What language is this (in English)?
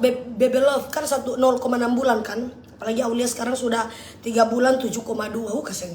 Manado Malay